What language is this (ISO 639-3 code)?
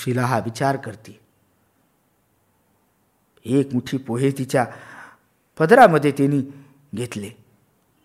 mar